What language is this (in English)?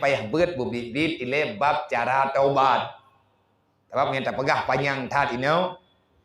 Achinese